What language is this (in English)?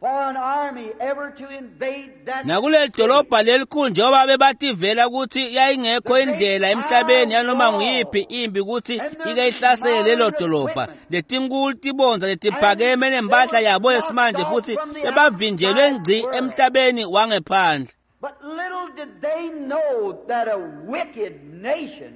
Swati